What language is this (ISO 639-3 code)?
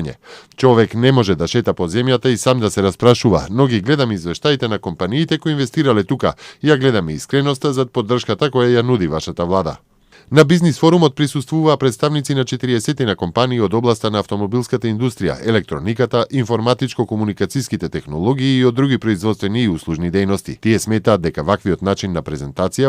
mkd